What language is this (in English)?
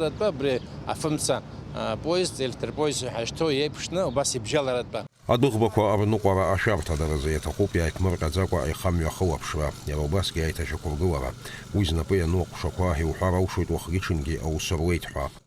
Abkhazian